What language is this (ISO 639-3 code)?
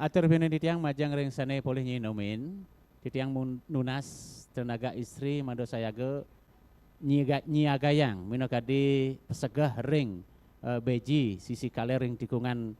ban